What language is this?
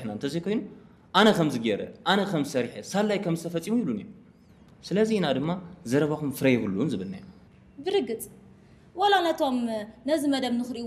Tigrinya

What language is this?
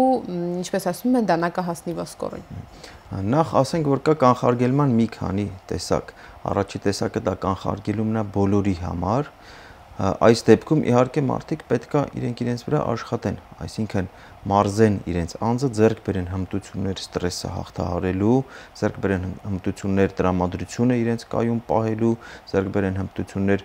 Armenian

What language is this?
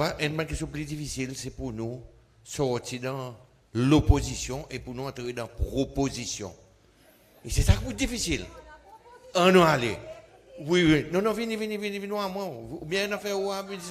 Seselwa Creole French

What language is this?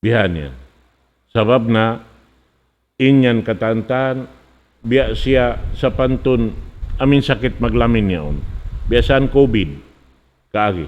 Tausug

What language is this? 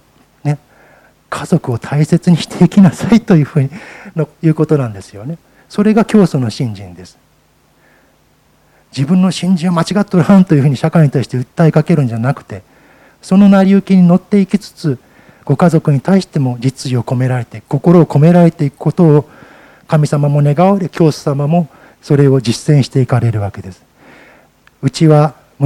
Japanese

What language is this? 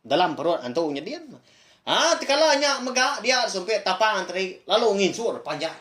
Iban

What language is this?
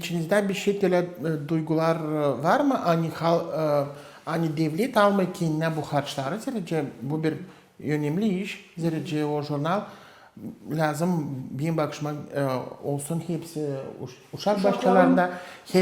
Gagauz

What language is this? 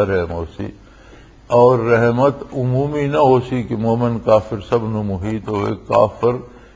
Western Panjabi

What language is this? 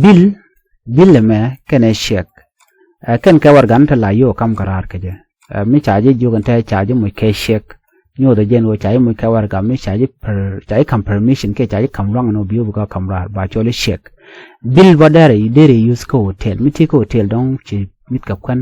Nuer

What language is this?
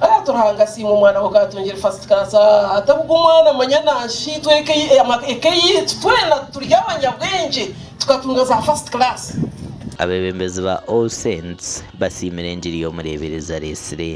Nyankole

